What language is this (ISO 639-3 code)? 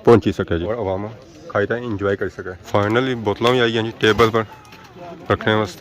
phr